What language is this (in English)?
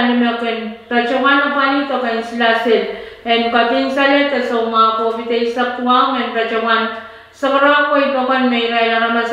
Pohnpeian